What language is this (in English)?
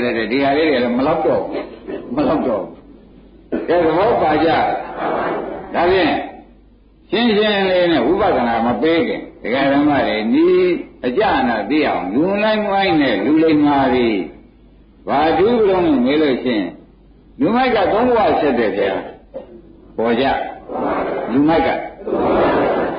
Burmese